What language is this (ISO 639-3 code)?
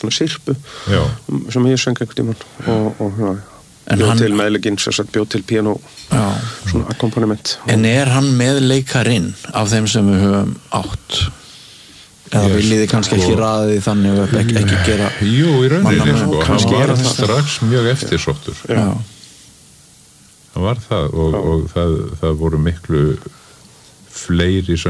isl